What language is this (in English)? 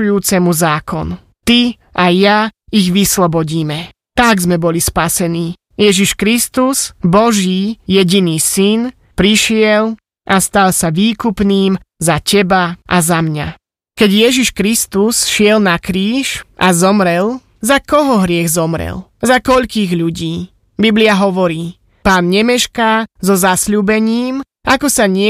Slovak